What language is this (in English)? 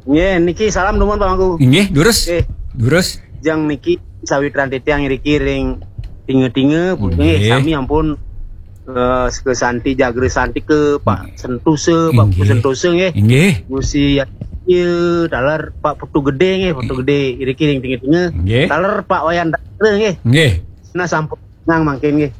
Balinese